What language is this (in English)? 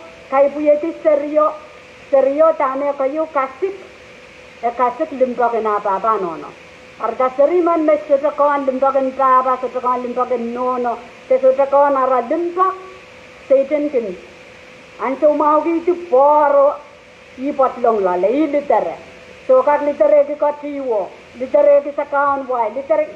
Pohnpeian